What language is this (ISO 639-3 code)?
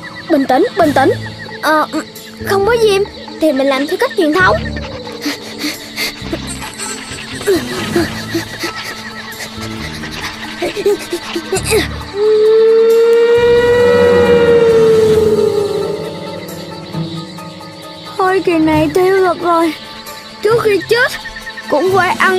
vie